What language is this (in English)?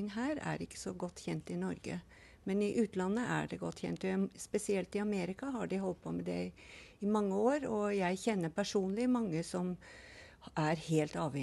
Norwegian